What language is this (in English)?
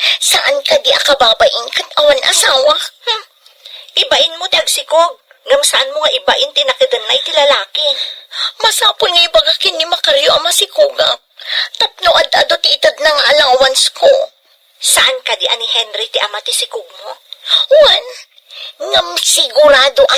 Iloko